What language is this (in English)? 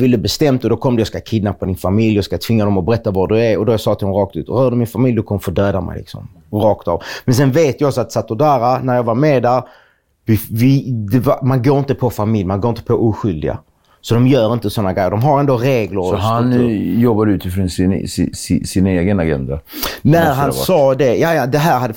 Swedish